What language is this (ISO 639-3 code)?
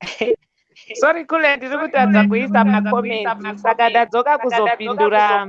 sna